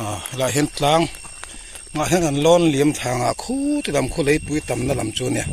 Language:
Mizo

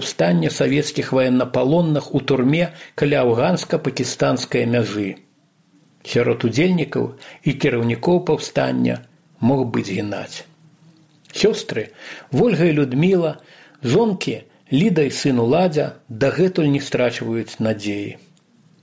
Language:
Belarusian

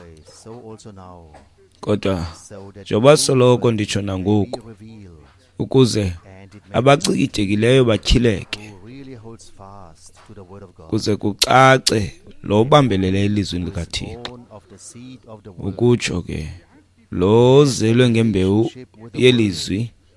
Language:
Xhosa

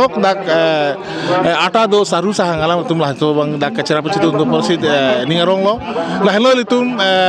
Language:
Karbi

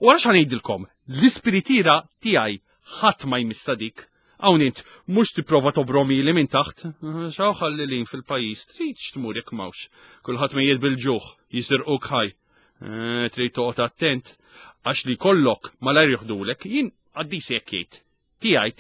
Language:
Maltese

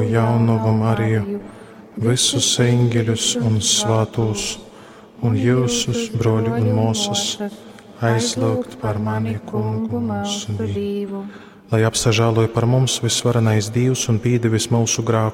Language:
Latgalian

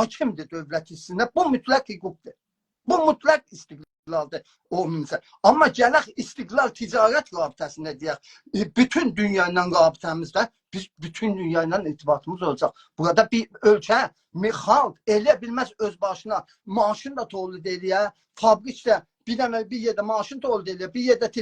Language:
South Azerbaijani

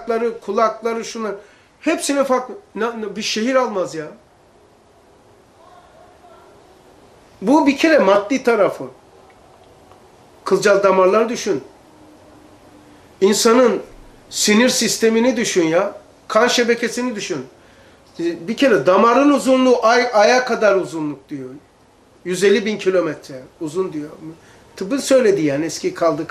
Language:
Turkish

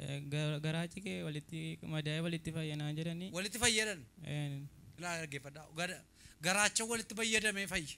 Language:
Oromo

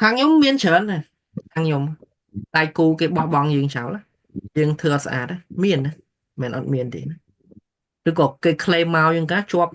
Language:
Khmer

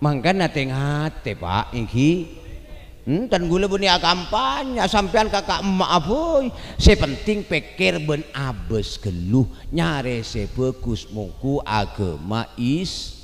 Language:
Madurese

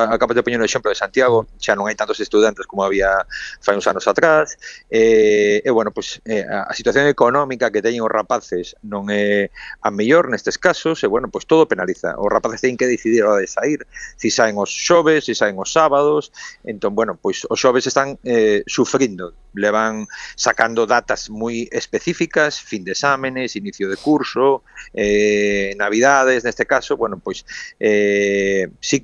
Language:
Galician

